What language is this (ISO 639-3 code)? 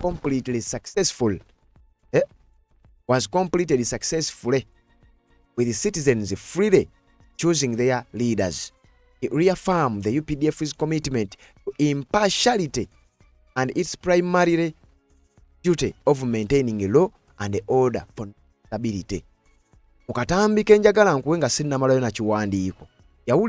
lug